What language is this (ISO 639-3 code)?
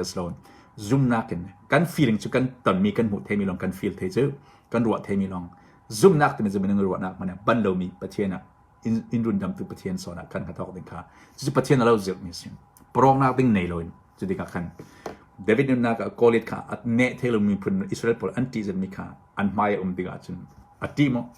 cnh